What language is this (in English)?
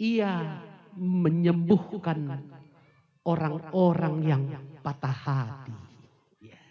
Batak Karo